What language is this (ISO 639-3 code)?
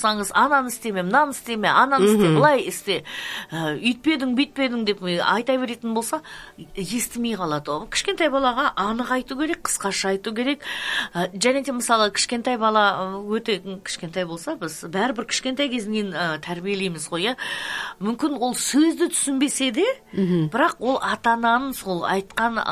kaz